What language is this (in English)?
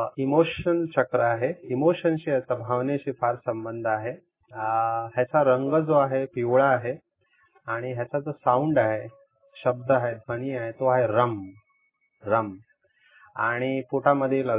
Marathi